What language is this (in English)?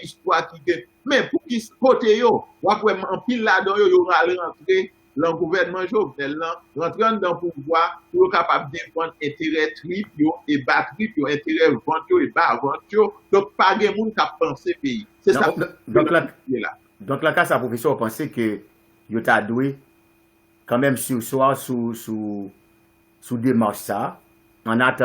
Haitian Creole